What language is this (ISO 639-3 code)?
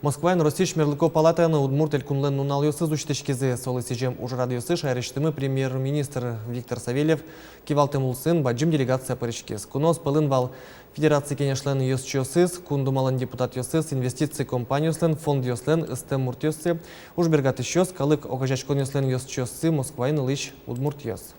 udm